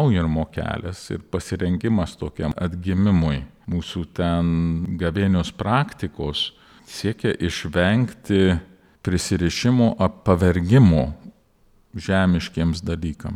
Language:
Lithuanian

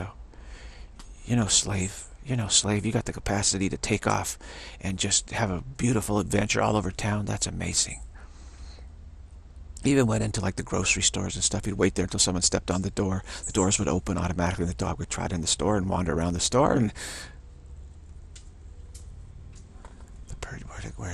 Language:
English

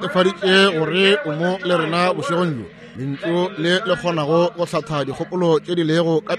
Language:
Northern Sotho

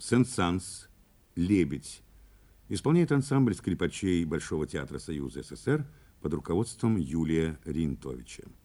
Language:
Russian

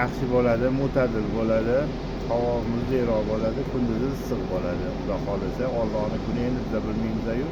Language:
Uzbek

